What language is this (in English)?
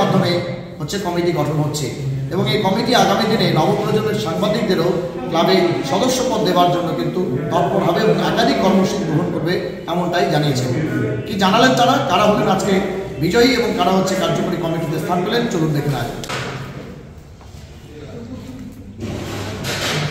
Bangla